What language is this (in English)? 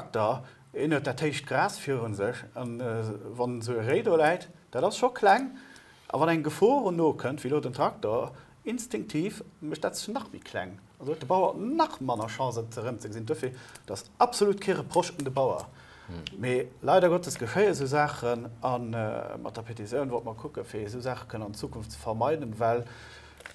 Luxembourgish